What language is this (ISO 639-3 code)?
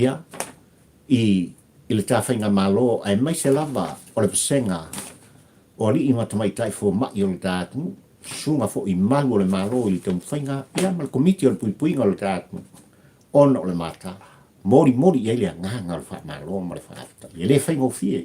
smo